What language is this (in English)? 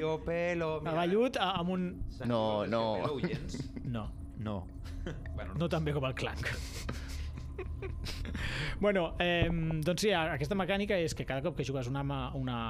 Catalan